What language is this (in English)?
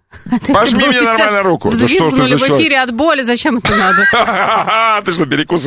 Russian